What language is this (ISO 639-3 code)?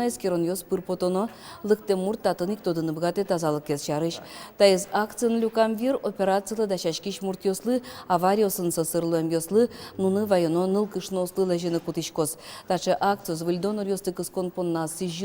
udm